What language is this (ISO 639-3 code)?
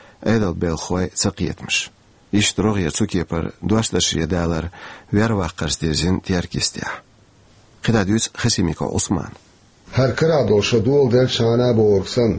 che